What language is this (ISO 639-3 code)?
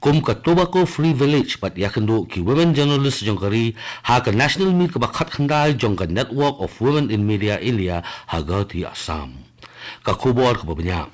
kha